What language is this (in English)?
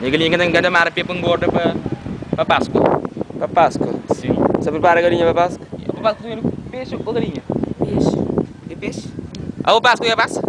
Kabuverdianu